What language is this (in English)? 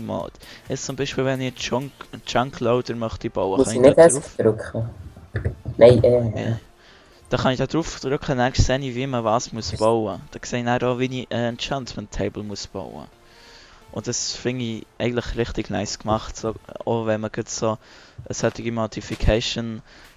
Swiss German